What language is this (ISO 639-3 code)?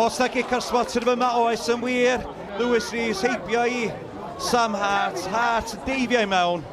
cym